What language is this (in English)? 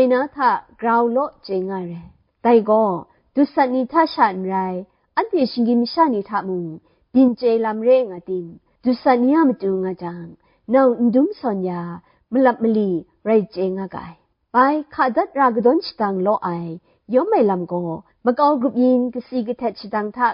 Kachin